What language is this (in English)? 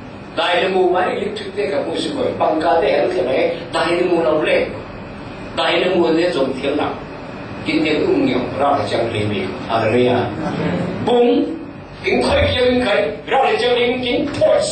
Falam Chin